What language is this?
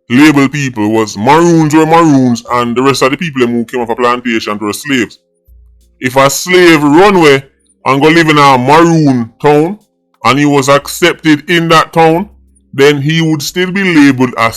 Jamaican Creole English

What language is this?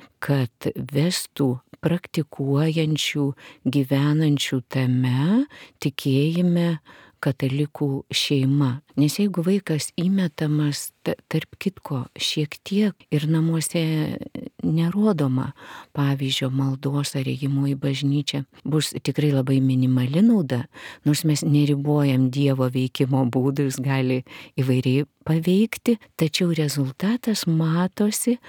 Lithuanian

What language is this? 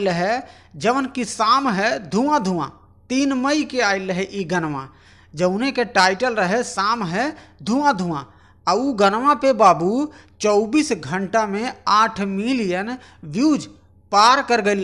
Bhojpuri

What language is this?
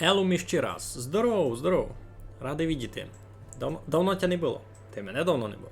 Rusyn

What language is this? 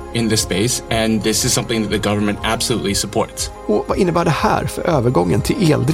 Swedish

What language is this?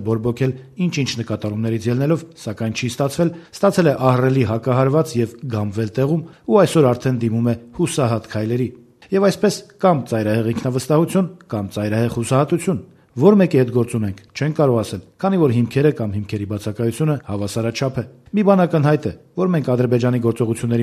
Armenian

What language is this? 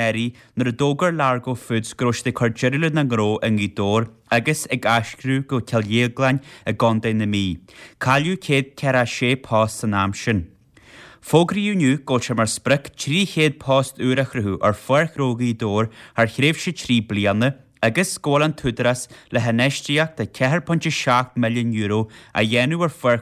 Irish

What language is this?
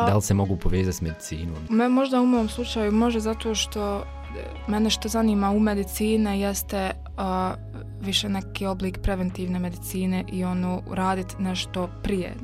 Bosnian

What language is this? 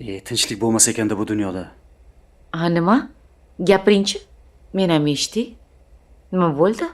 Uzbek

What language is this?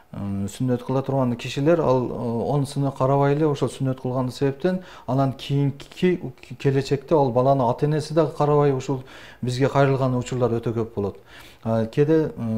Kyrgyz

